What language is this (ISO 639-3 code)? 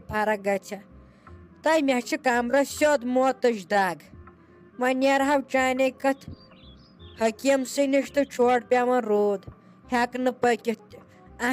kas